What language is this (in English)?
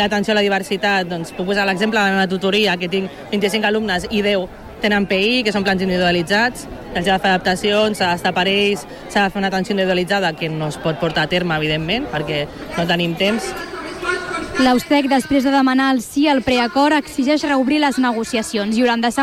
Catalan